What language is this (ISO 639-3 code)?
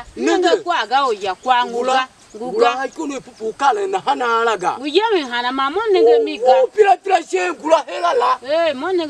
tiv